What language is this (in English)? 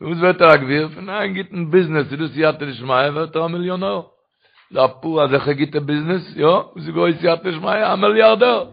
Yiddish